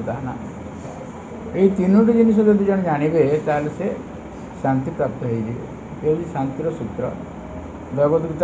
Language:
Odia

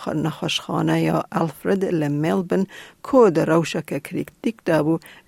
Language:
Kurdish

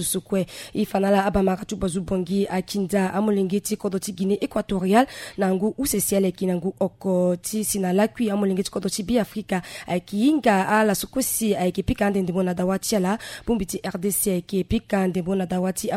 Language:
Sango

